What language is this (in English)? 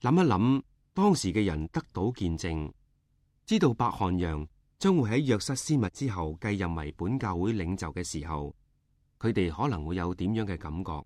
Cantonese